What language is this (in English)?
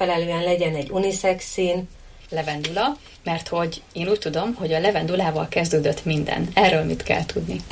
Hungarian